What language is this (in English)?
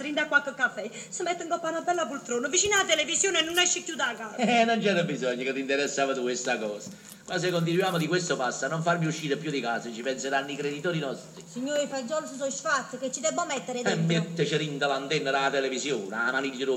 Neapolitan